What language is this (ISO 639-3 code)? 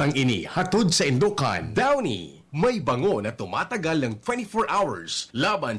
bik